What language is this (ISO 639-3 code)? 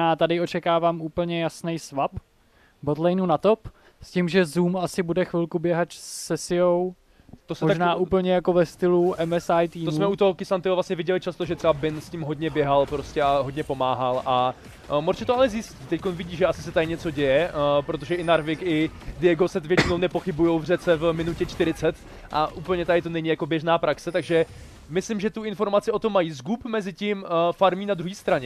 ces